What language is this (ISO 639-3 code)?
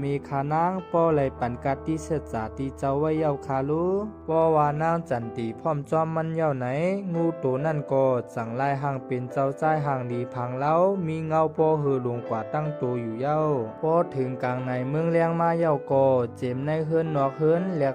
shn